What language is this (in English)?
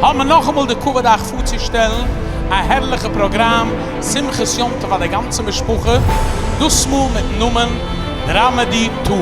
Yiddish